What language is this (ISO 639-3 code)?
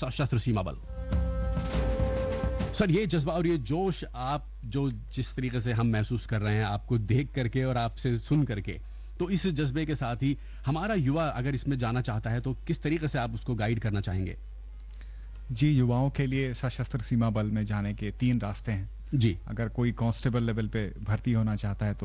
hin